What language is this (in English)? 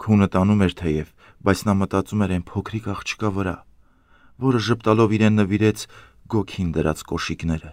Armenian